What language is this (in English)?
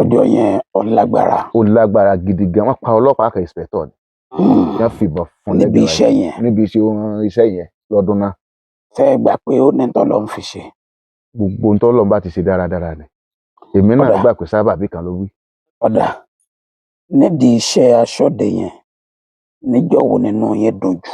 Yoruba